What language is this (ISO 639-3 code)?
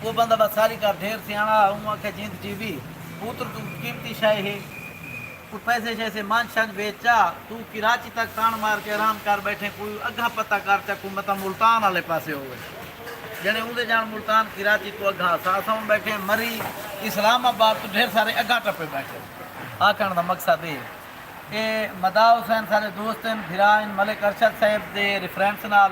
skr